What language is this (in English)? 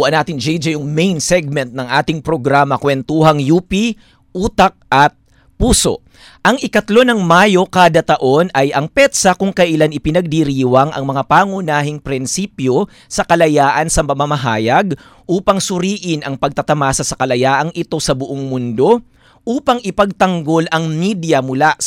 Filipino